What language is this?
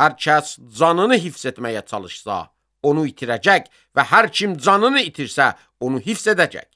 Azerbaijani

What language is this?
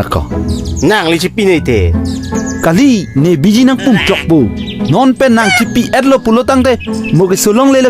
Karbi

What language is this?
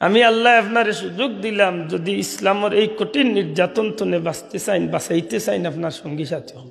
Sylheti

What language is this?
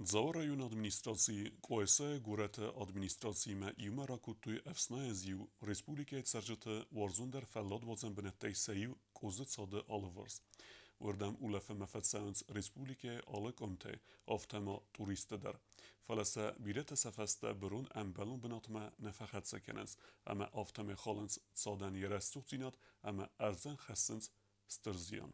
Ossetic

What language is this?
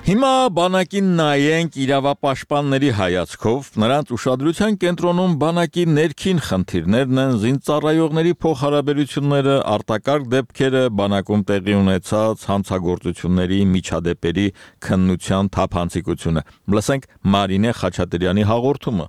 Armenian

